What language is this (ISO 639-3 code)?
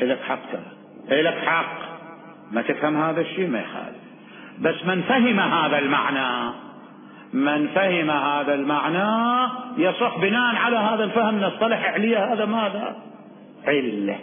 acm